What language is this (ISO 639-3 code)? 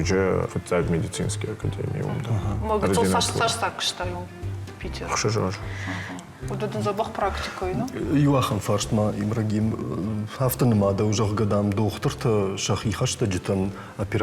oss